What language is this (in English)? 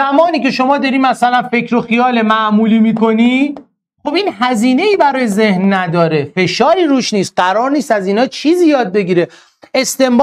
Persian